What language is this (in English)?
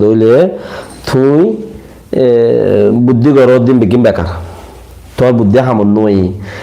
Rohingya